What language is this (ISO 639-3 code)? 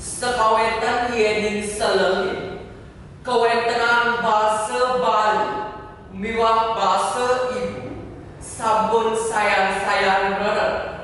ban